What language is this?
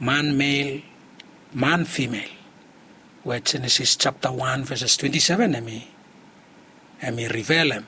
Bislama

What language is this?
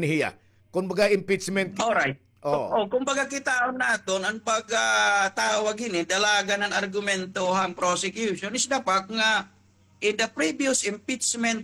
Waray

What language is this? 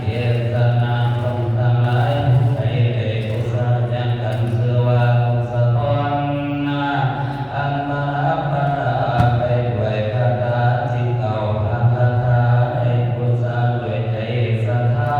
Northeastern Thai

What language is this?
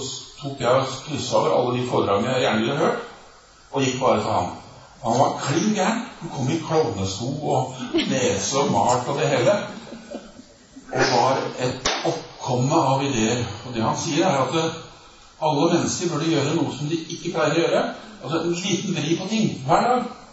Norwegian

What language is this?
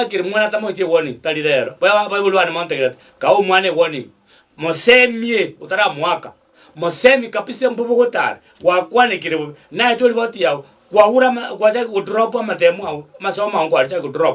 Gusii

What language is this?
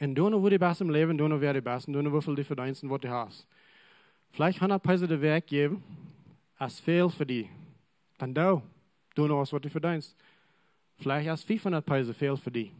Plautdietsch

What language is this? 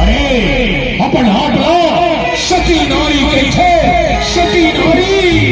Chhattisgarhi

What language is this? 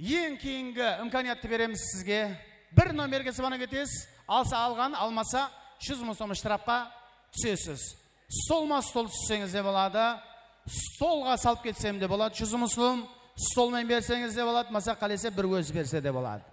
Kara-Kalpak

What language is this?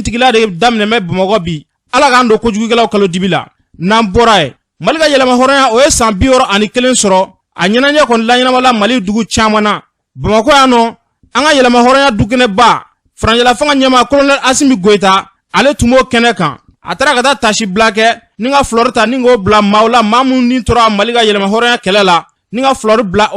Bambara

